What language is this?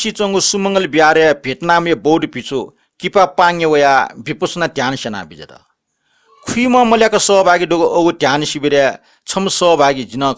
Newari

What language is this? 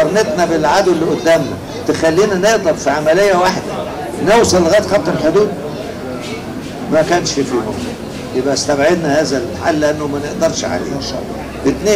Egyptian Arabic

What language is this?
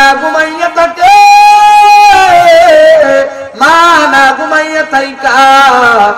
Bangla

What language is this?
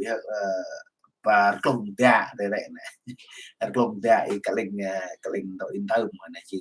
Central Mnong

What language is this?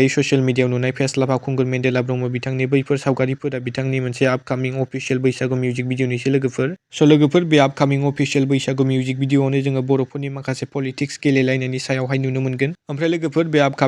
Bodo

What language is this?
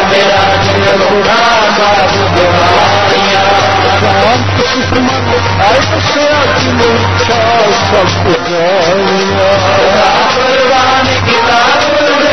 Punjabi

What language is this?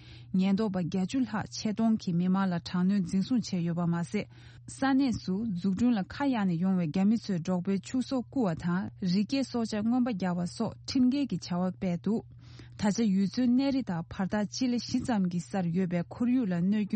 Tibetan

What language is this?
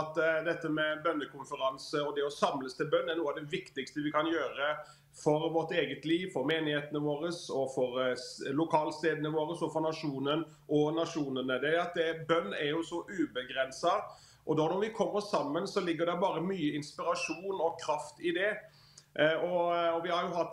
Norwegian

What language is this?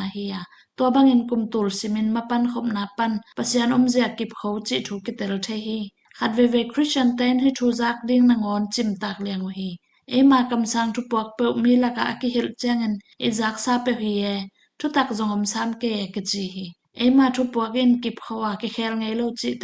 Tedim Chin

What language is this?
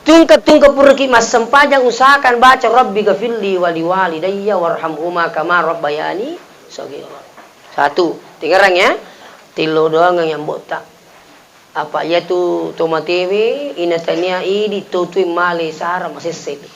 Buginese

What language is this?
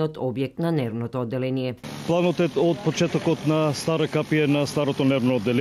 Macedonian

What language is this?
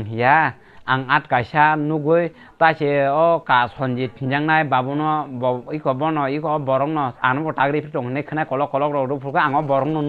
Kok Borok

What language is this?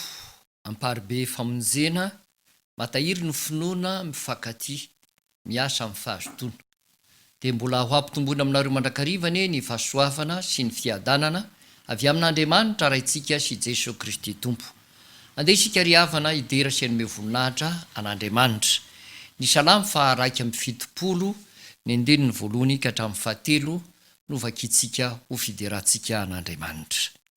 Malagasy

